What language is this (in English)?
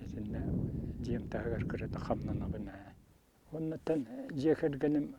Yakut